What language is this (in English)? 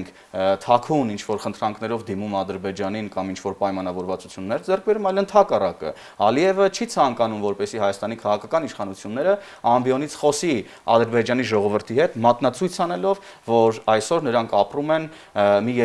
Armenian